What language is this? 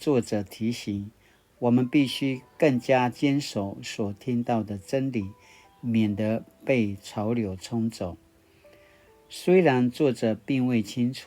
Paiwan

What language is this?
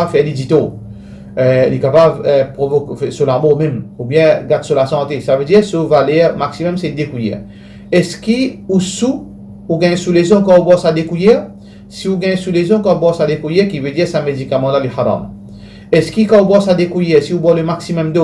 Morisyen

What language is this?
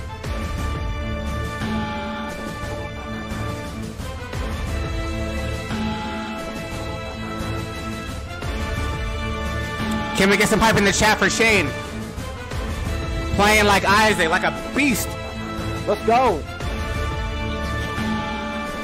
English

